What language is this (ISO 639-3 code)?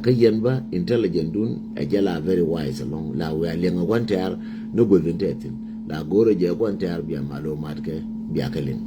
nus